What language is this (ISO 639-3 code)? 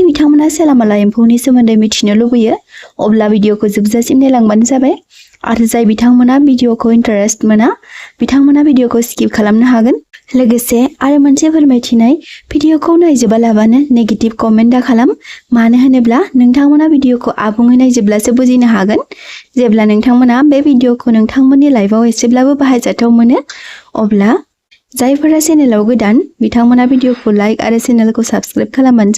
brx